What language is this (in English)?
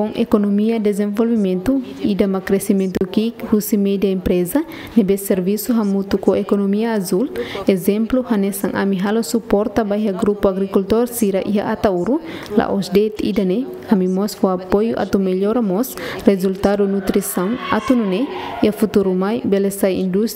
Tetum